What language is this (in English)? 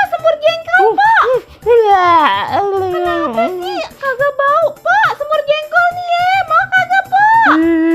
Betawi